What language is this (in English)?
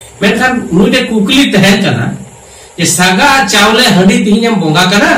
Santali